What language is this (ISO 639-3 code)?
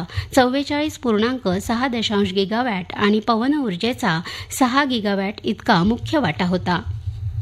mar